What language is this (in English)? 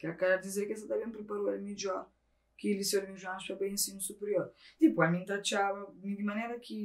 Kabuverdianu